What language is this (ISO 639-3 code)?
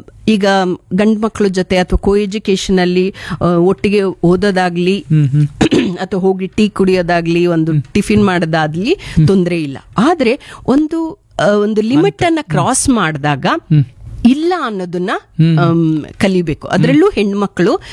kan